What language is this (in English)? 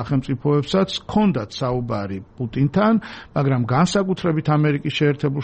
Georgian